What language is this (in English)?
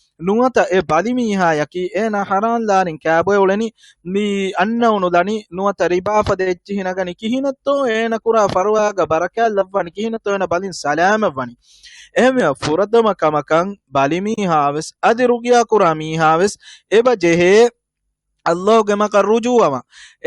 Divehi